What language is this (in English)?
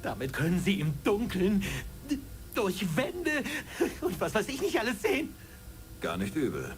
Bavarian